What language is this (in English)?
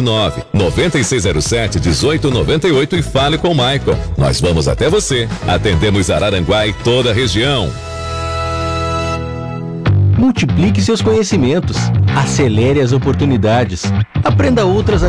Portuguese